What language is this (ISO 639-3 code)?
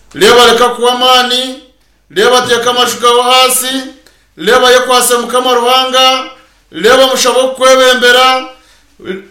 nyn